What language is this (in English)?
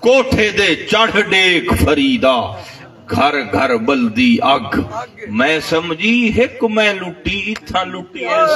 Saraiki